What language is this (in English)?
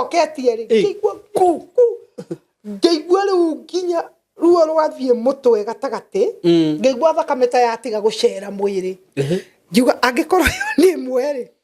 Kikuyu